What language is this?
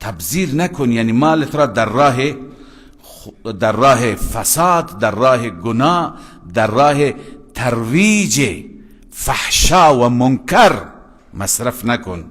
Persian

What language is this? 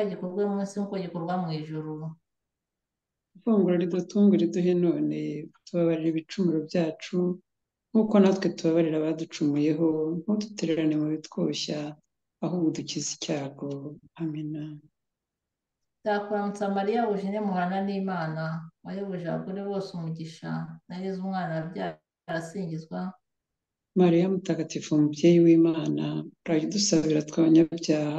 Kinyarwanda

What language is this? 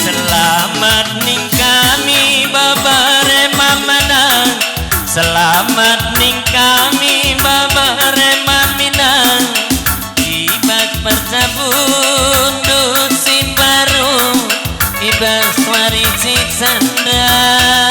Batak Karo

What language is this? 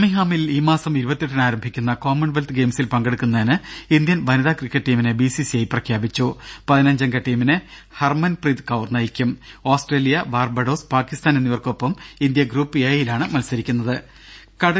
Malayalam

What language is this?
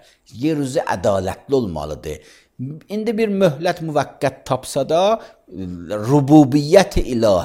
Azerbaijani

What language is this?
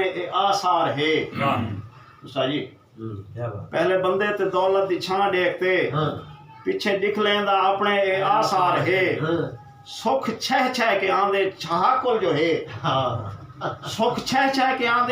Saraiki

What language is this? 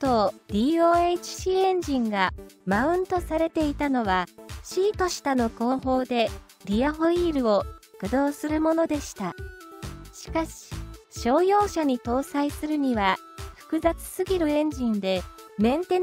Japanese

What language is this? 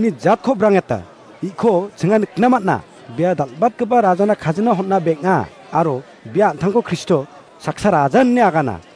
Garo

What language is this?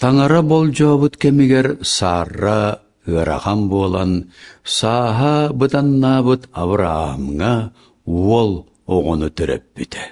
Yakut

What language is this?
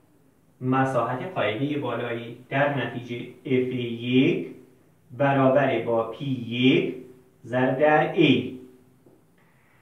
Persian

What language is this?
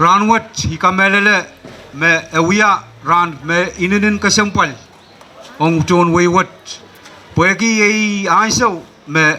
Pohnpeian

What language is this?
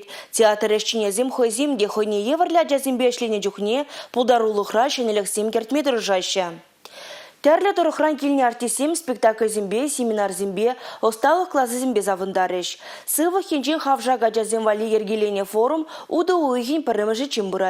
Chuvash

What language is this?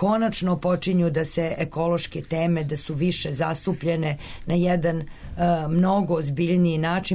Serbian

